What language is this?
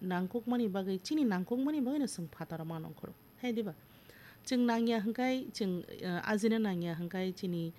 Kok Borok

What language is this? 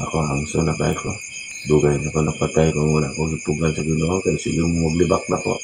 Cebuano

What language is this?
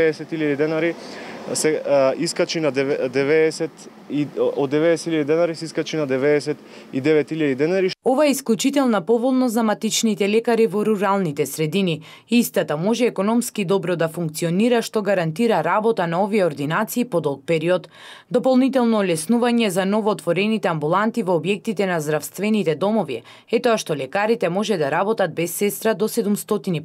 Macedonian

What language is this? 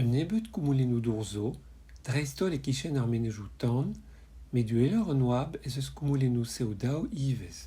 Breton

